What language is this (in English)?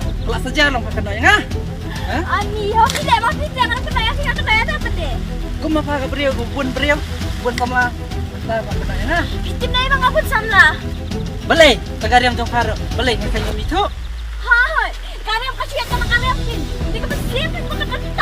Khasi